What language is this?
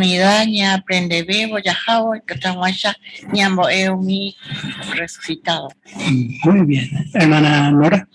Guarani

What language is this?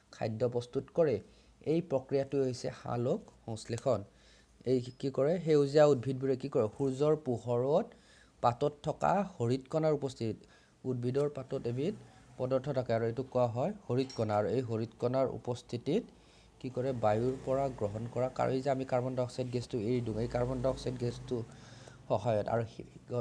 Assamese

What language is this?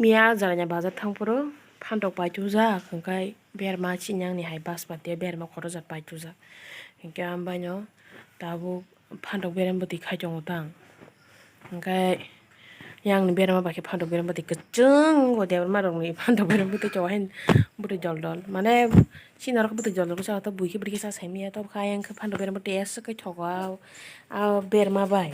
Kok Borok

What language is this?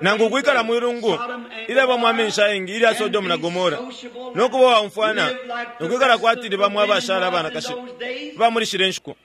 Bemba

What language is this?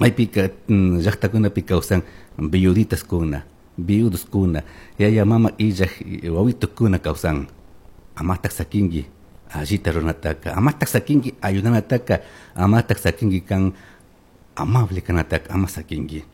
Chimborazo Highland Quichua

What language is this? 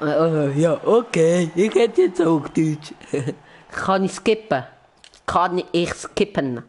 Swiss German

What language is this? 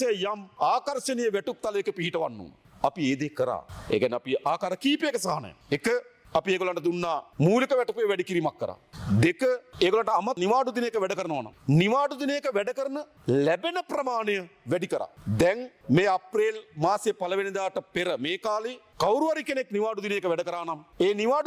Sinhala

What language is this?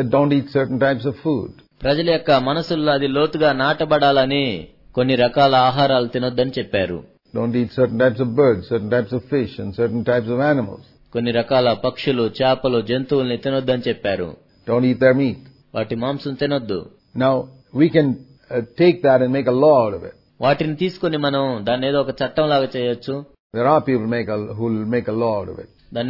Telugu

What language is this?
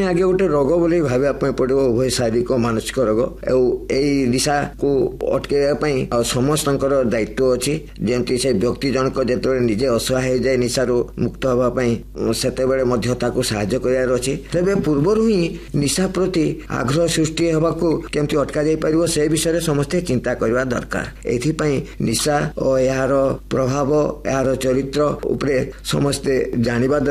Odia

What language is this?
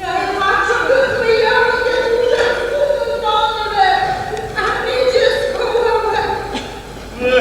Upper Sorbian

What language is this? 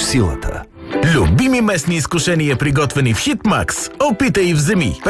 Bulgarian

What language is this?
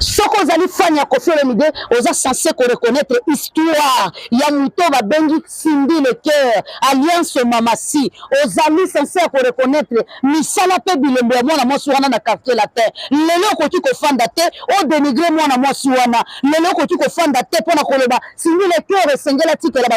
Lingala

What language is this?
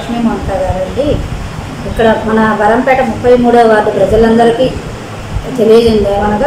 Telugu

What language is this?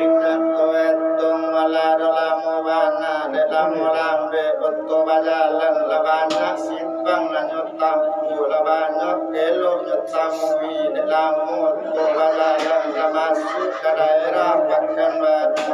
Minangkabau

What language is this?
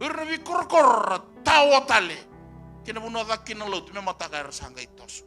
Fijian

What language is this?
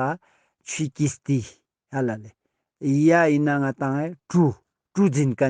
Ladakhi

